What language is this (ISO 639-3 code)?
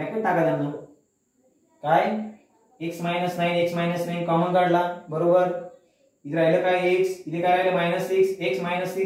mar